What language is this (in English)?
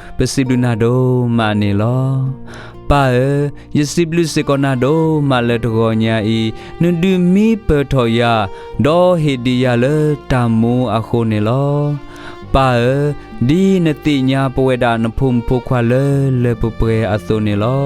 S'gaw Karen